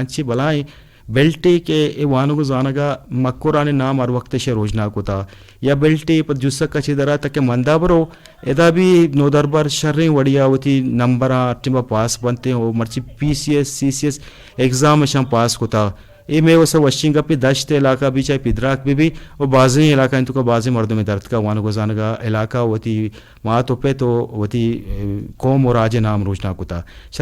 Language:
Eastern Balochi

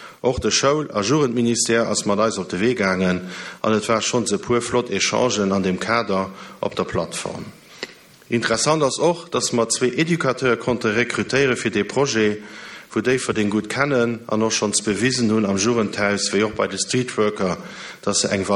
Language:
Luxembourgish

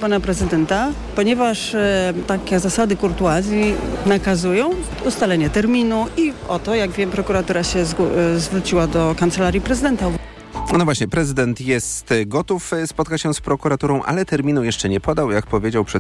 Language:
Polish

